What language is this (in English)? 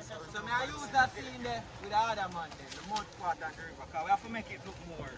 Jamaican Creole English